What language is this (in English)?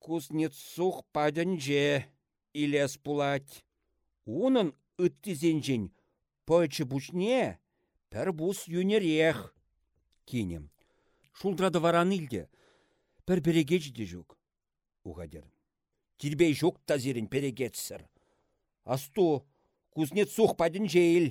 Chuvash